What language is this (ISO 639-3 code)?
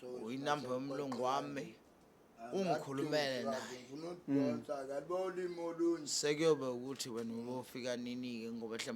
zul